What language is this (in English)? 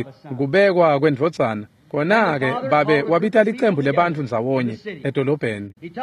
Swati